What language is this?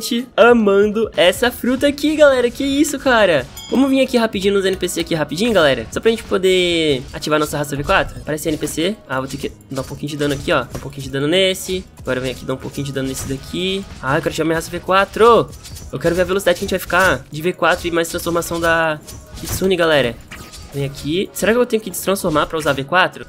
Portuguese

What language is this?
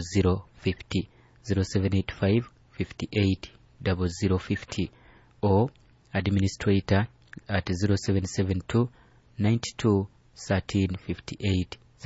Nyoro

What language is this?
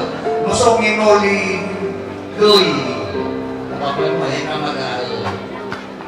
Nias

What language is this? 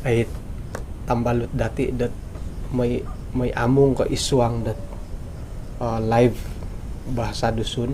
Central Dusun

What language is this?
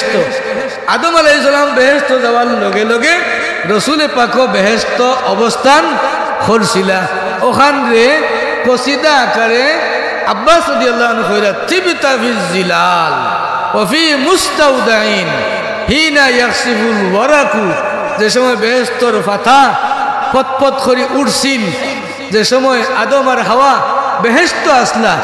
Sylheti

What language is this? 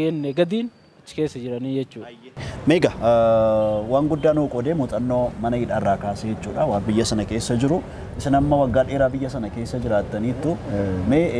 Oromo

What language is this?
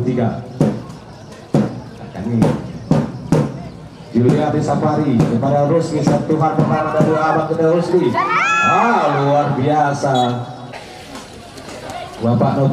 Indonesian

